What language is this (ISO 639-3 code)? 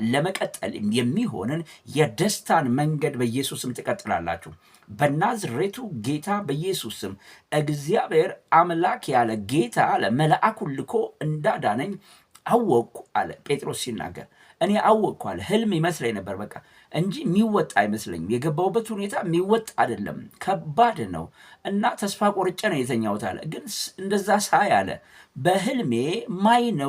amh